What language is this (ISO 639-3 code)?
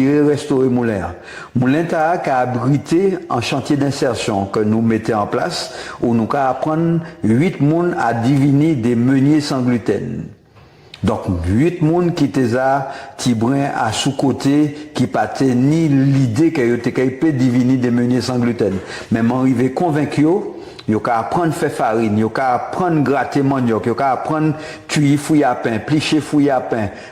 gcf